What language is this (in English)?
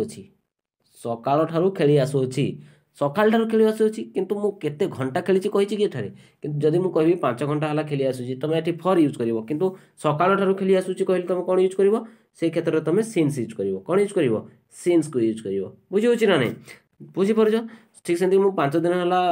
Odia